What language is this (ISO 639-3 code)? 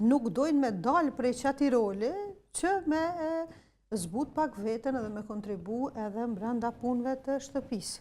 sqi